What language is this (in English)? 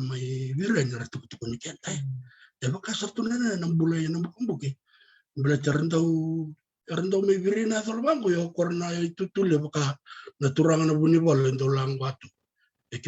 Fijian